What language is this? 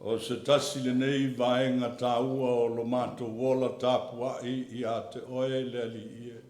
Samoan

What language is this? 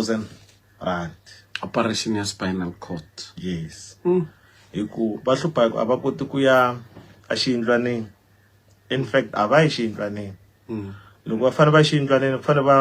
Tsonga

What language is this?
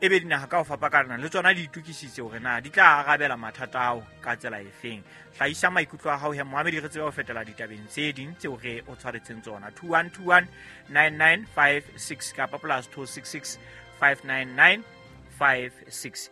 Southern Sotho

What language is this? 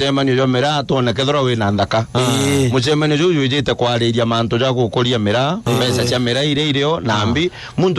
Meru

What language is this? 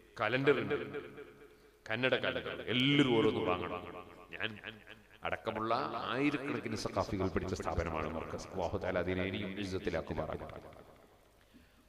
Malayalam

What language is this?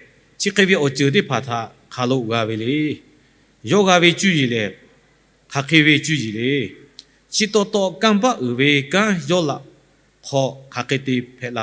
Lahu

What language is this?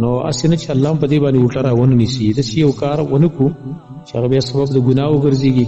Pashto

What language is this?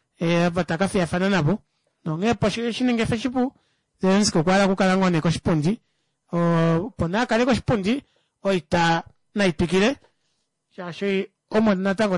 Kuanyama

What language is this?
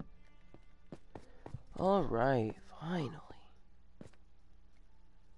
English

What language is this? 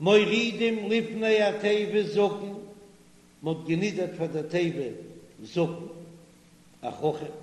Yiddish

